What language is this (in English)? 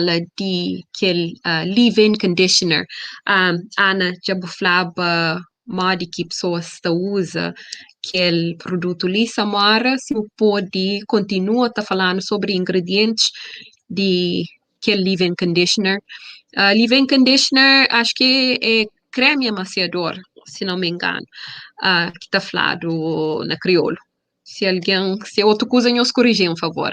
Kabuverdianu